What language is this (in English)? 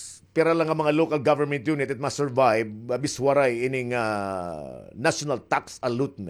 Waray